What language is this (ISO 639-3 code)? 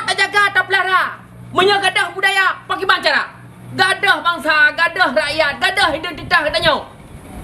ace